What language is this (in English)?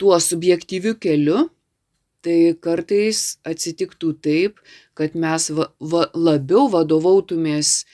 Lithuanian